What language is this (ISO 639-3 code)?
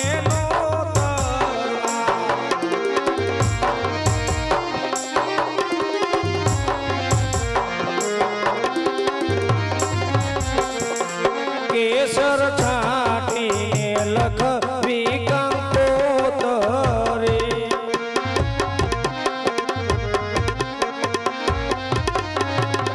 guj